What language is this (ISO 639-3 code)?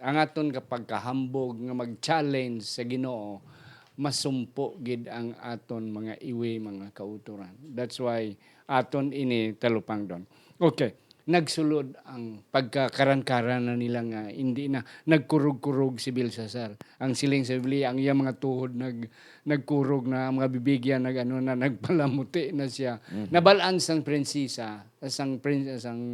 hil